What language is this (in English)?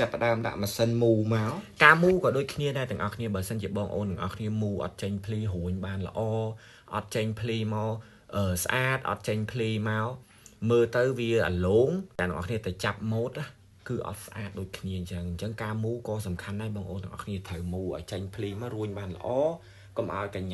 Khmer